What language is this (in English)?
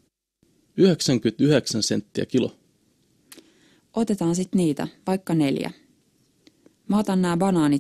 Finnish